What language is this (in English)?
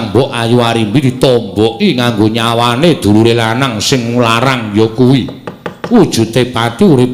Javanese